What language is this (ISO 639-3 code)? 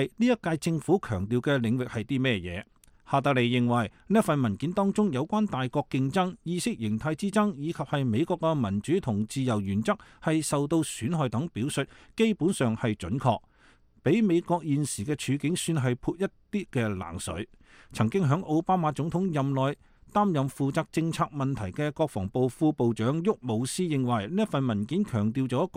yue